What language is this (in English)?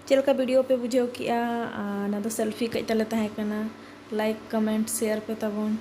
Santali